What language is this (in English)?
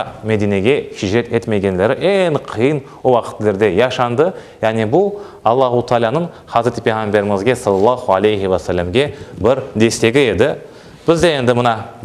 Crimean Tatar